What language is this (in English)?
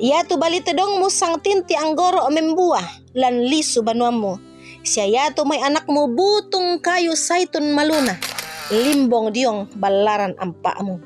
Toraja-Sa'dan